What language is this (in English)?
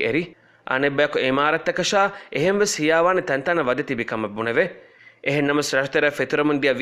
Divehi